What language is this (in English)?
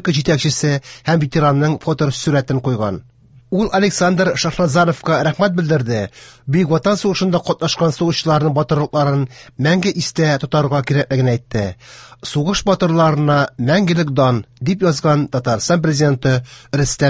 Tatar